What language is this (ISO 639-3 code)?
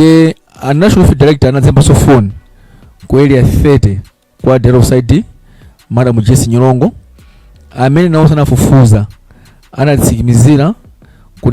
nya